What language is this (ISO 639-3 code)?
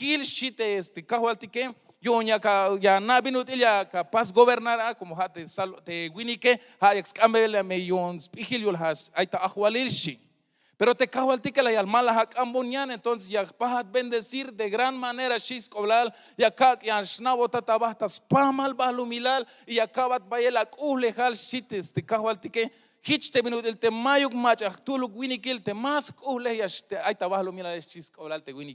tzh